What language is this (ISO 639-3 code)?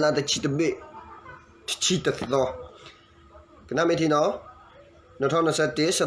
ksw